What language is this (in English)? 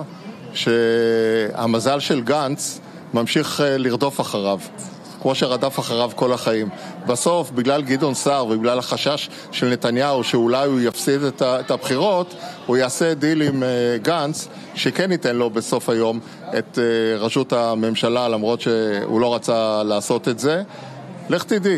Hebrew